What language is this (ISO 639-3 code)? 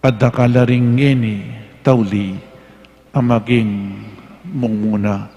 pam